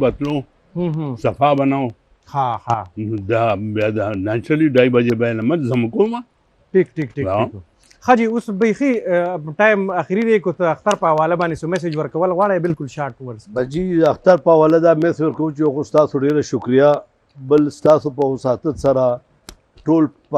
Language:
Pashto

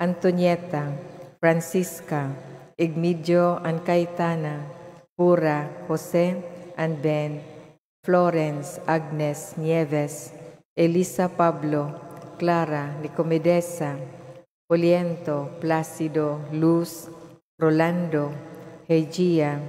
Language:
Cebuano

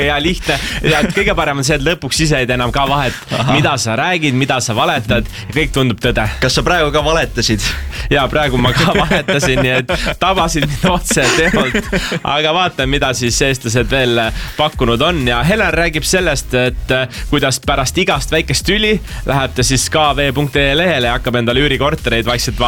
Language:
Estonian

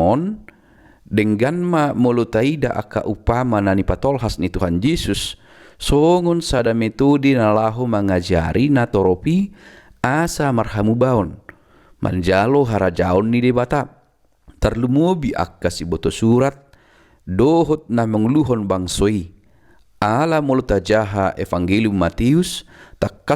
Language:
Batak Toba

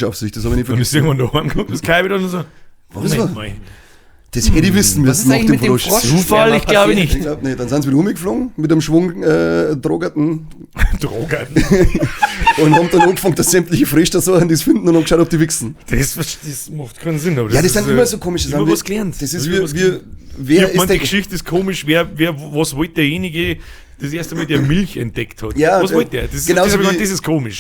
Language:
Bavarian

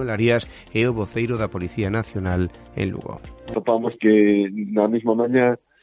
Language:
Galician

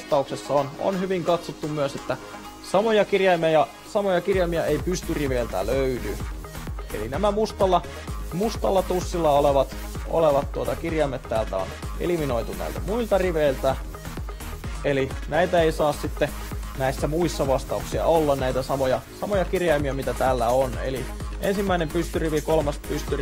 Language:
Finnish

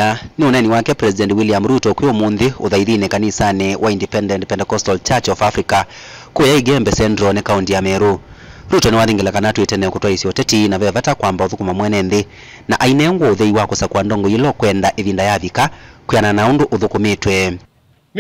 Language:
Kamba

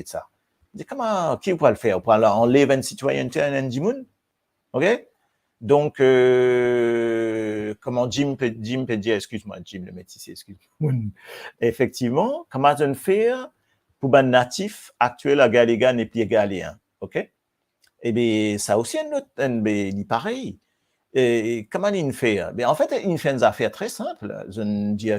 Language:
Morisyen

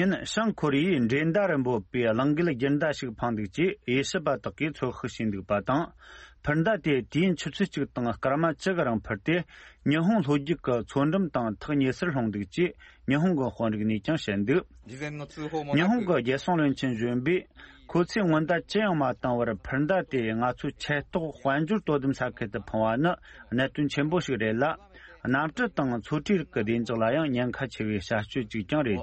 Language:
Tibetan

